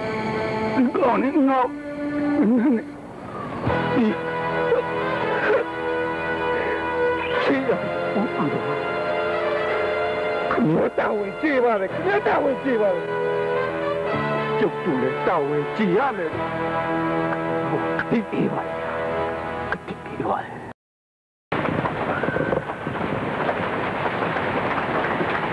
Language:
Burmese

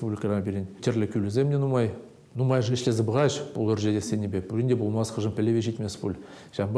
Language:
Chuvash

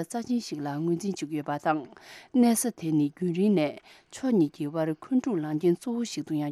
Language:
Tibetan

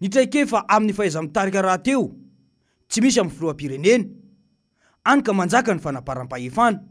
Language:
Malagasy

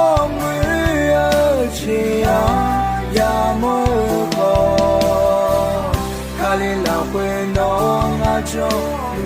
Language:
Akha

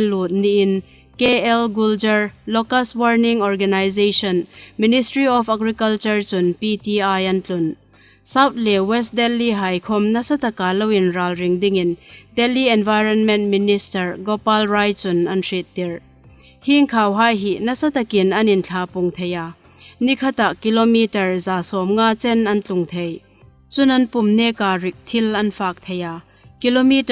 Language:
Hmar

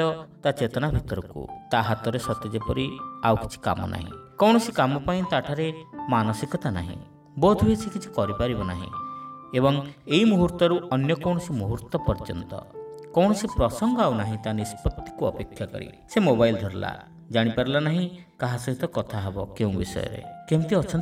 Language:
Odia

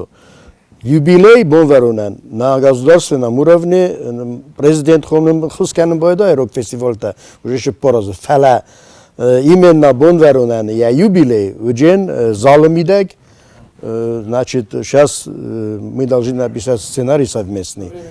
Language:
Ossetic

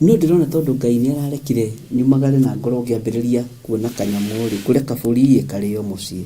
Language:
Kikuyu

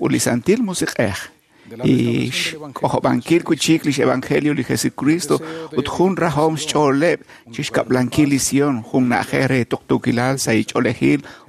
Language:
Kekchí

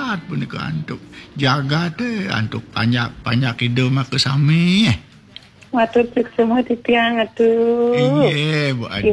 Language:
Balinese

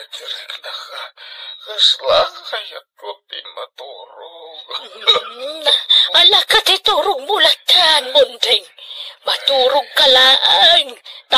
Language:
Iloko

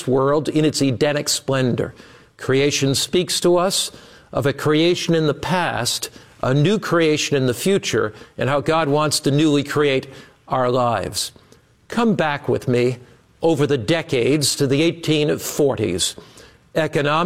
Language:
English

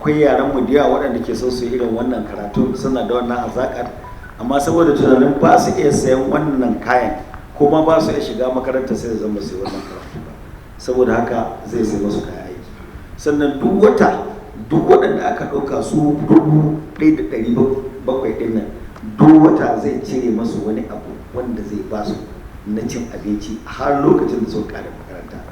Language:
Hausa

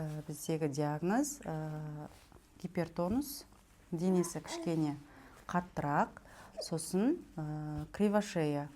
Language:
Kazakh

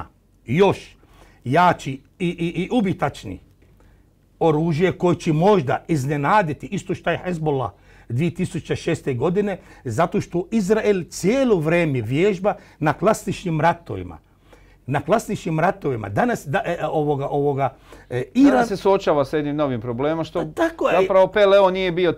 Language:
Croatian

